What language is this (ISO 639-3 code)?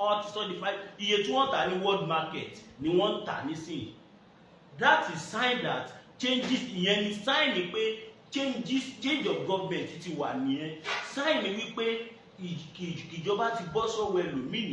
yor